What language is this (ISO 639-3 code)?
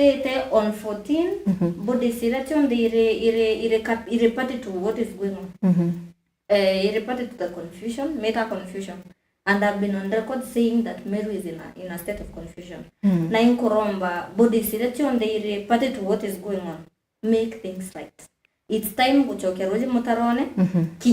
mer